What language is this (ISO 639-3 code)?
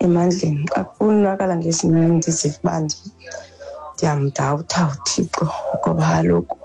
xho